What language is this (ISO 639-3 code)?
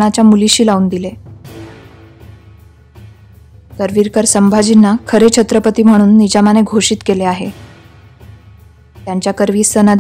mar